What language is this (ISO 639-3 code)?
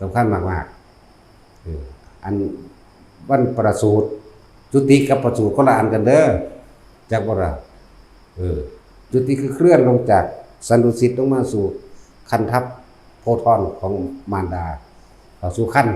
tts